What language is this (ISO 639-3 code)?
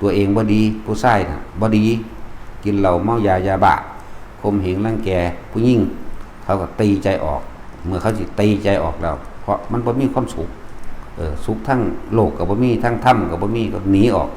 tts